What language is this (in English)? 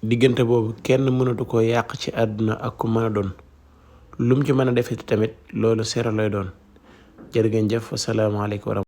Wolof